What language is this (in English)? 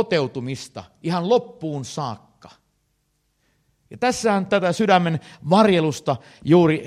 Finnish